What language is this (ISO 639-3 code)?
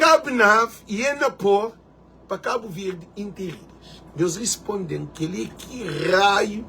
kea